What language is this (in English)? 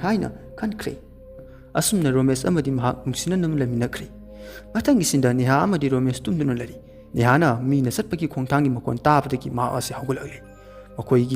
Manipuri